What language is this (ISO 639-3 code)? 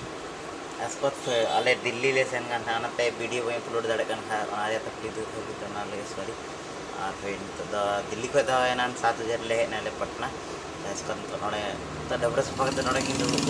sat